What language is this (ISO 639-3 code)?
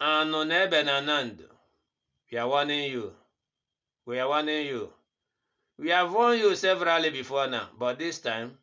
ibo